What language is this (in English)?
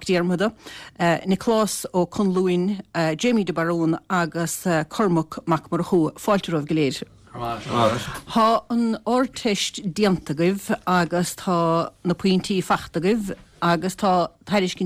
Irish